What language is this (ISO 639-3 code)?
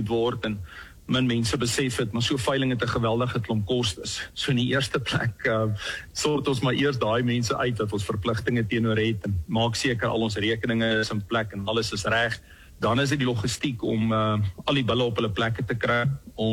afr